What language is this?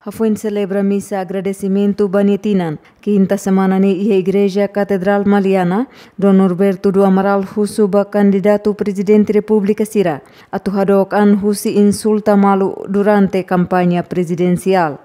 Tetum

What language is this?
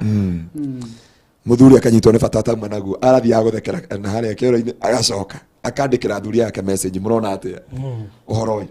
Kikuyu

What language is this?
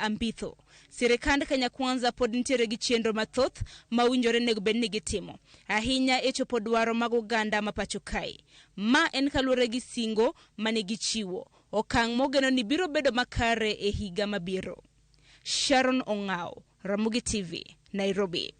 Luo (Kenya and Tanzania)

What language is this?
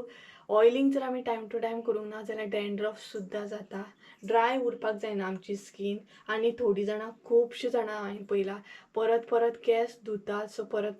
Konkani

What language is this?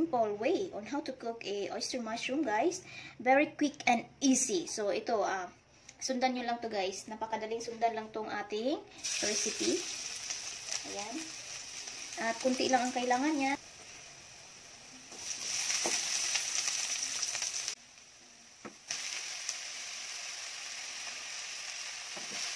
Filipino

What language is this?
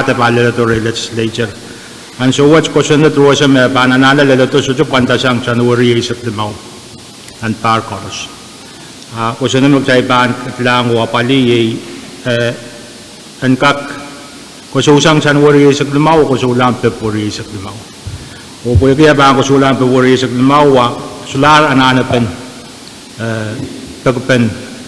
Pohnpeian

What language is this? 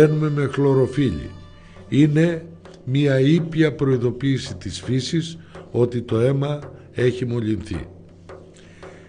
Greek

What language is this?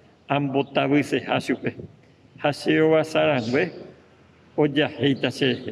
Guarani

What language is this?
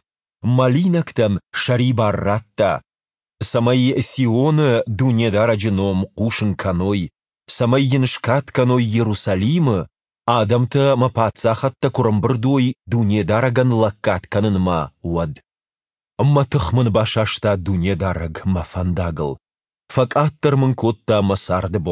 Ossetic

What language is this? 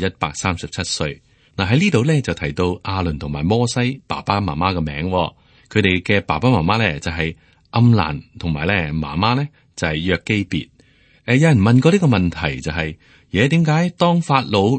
Cantonese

